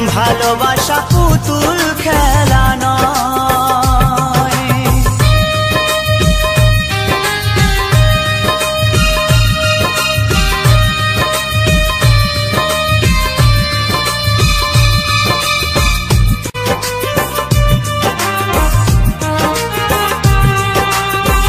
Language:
Bangla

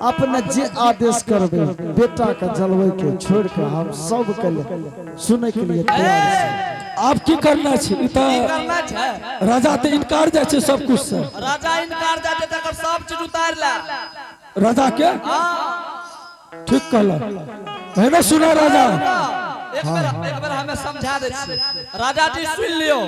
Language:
Angika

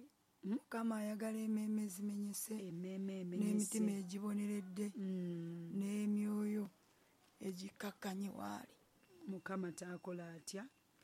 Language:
Ganda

